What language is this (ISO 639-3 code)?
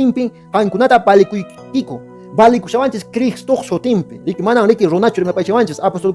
que